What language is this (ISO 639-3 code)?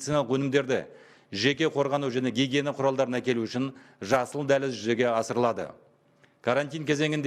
kaz